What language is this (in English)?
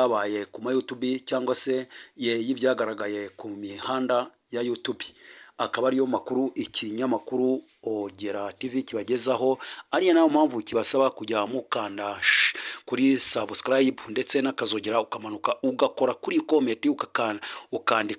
Kinyarwanda